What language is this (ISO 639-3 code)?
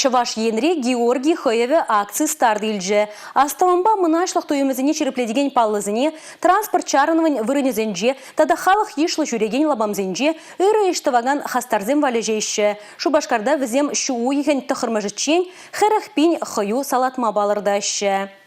chv